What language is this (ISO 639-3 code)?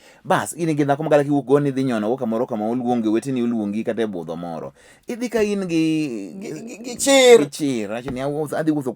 luo